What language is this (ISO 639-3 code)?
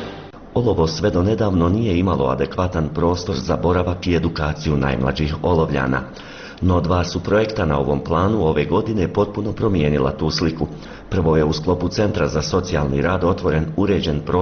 bos